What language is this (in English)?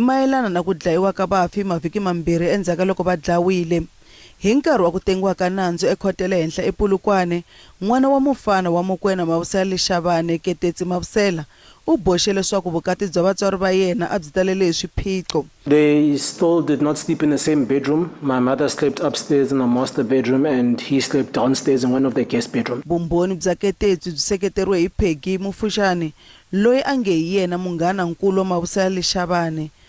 Tsonga